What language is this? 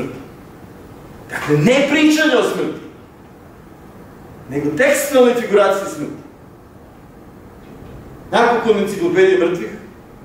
Serbian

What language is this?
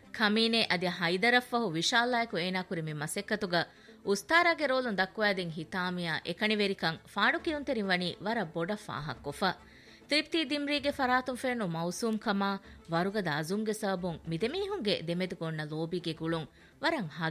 Divehi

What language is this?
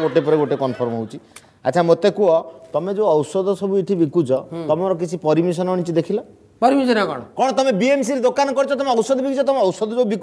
Odia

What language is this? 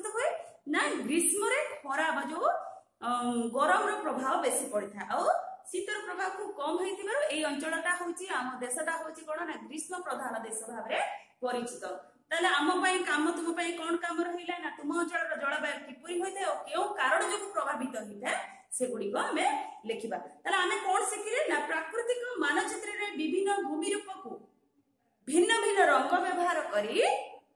Odia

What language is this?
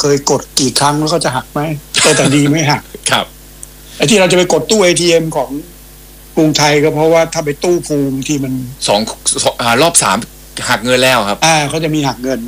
Thai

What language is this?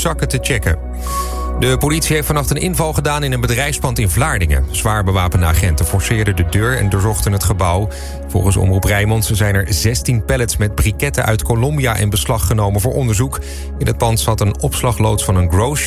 Dutch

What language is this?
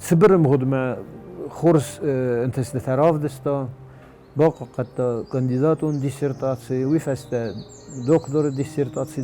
Ossetic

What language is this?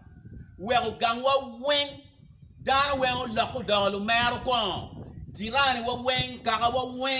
Acoli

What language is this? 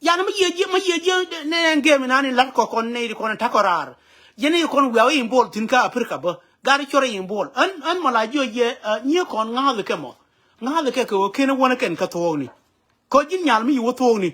Nuer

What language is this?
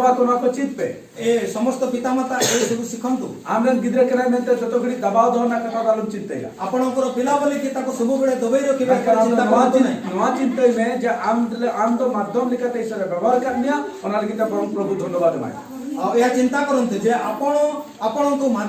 Santali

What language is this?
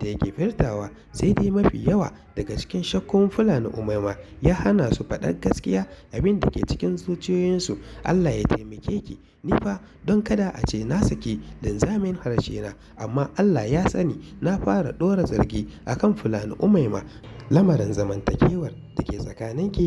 Hausa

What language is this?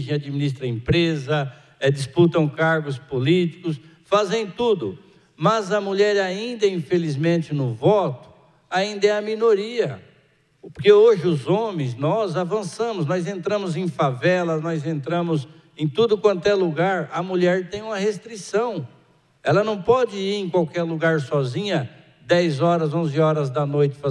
Portuguese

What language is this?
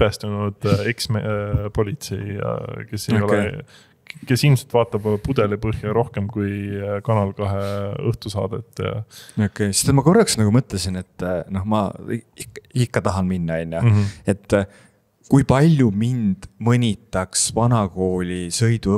Estonian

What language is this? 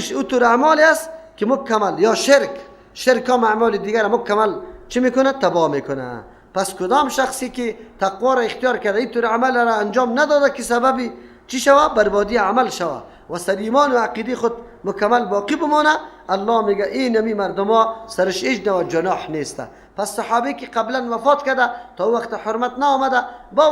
Persian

